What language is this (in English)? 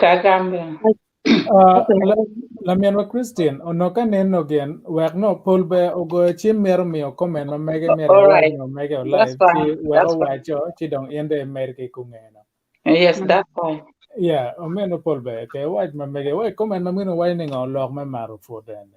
Acoli